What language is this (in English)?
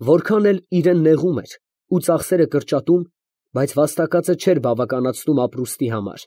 Armenian